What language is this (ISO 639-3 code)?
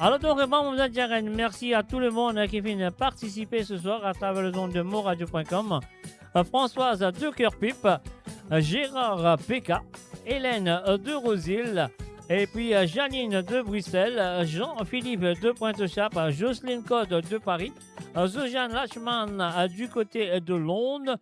mfe